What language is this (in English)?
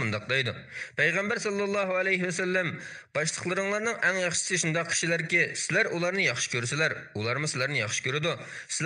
Uyghur